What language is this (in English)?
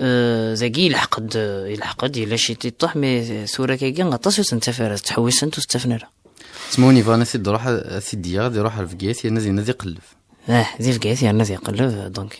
Kabyle